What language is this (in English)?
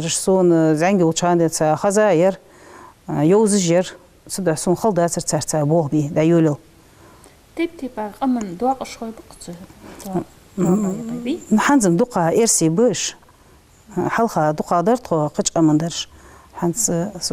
Ingush